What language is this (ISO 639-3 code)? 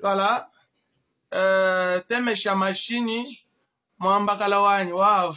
lua